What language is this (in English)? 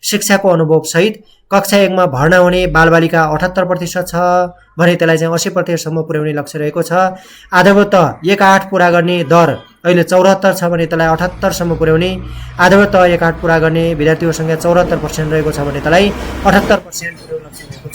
Nepali